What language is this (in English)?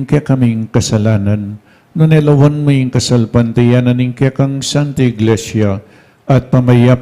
Pampanga